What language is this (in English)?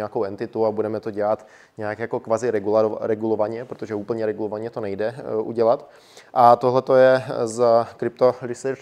Czech